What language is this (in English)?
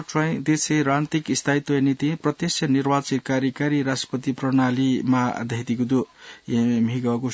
Newari